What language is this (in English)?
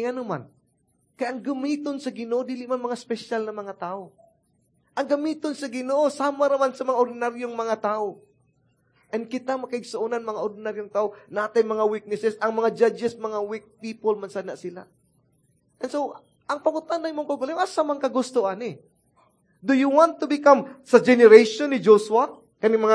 Cebuano